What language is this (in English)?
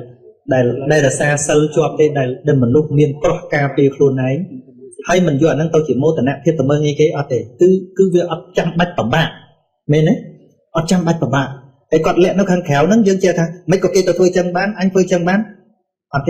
Khmer